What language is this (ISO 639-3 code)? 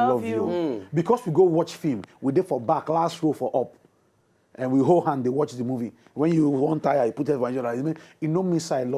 pcm